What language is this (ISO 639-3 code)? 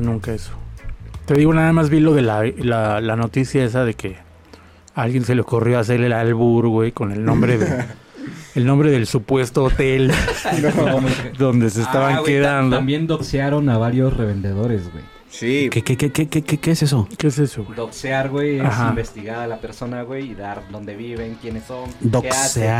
spa